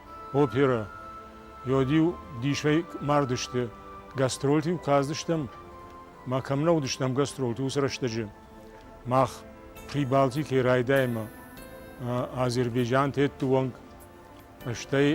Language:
Ossetic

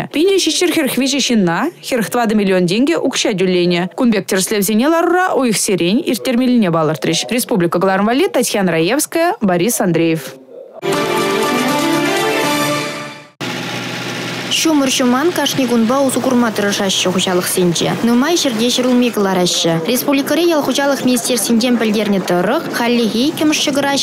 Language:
Chuvash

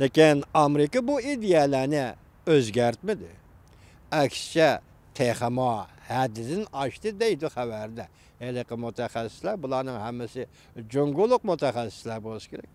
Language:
Uyghur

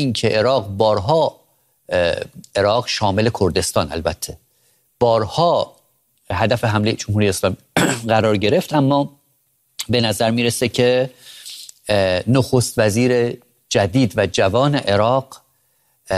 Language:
Persian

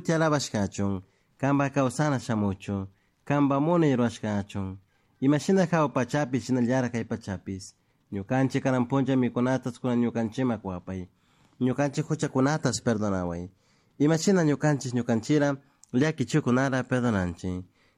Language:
Chimborazo Highland Quichua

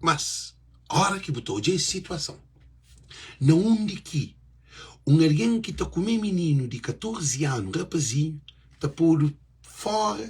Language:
Kabuverdianu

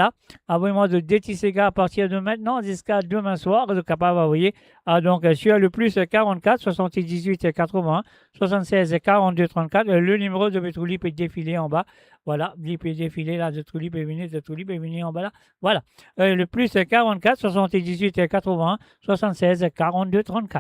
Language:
Morisyen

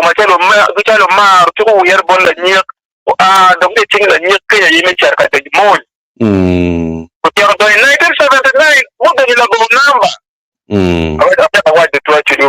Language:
Acoli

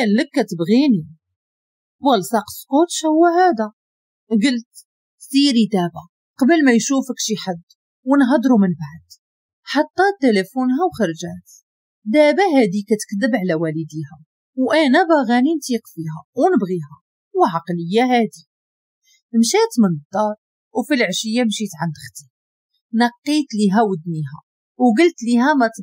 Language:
Moroccan Arabic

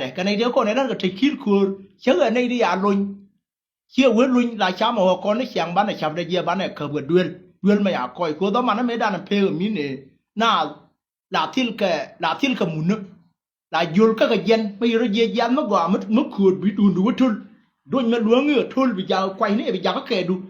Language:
Nuer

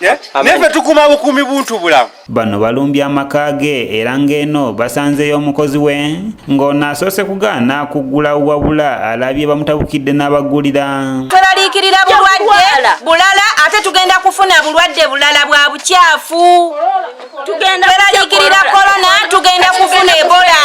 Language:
Ganda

